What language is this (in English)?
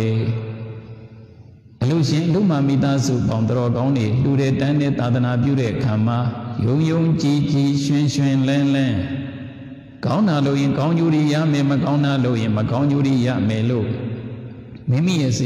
Burmese